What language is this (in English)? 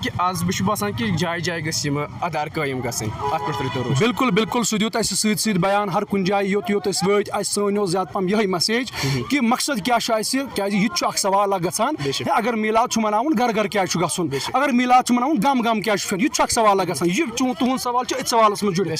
Kashmiri